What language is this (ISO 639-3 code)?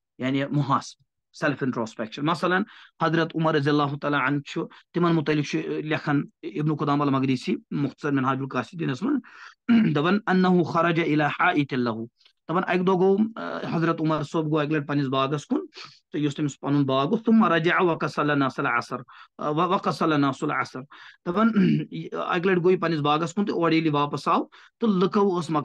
kas